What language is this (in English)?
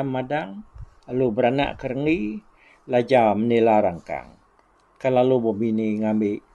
Iban